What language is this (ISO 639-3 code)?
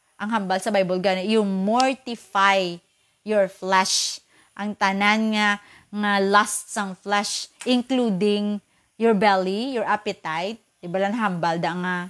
hil